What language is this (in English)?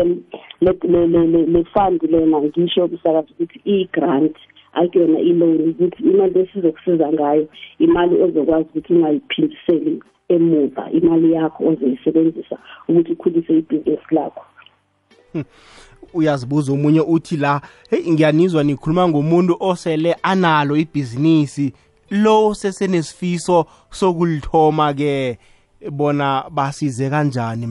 South Ndebele